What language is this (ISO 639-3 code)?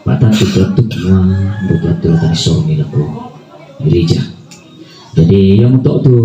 sda